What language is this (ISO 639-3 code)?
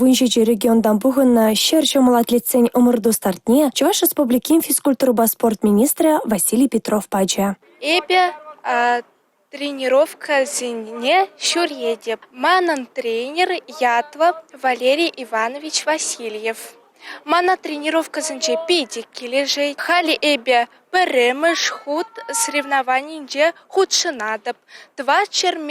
chv